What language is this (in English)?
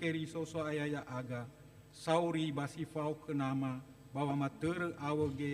Nias